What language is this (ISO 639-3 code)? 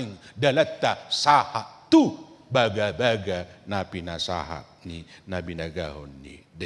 bbc